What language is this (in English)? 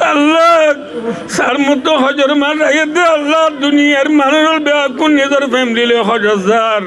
Rohingya